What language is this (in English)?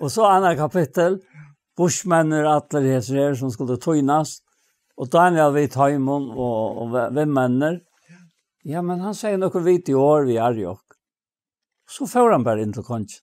Faroese